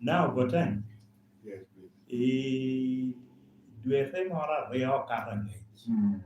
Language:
Lango (Uganda)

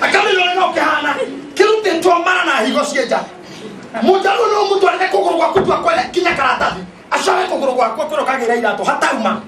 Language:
Kikuyu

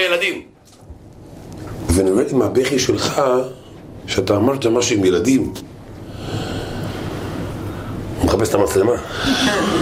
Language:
Hebrew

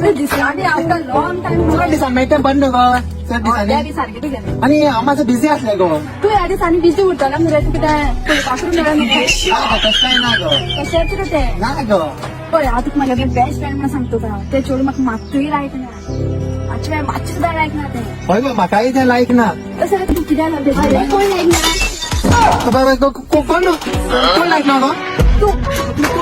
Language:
Konkani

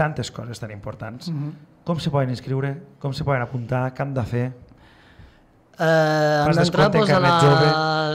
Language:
Catalan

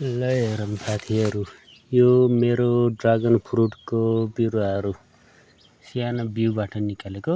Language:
Nepali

